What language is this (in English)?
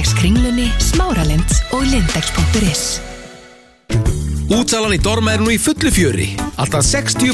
Icelandic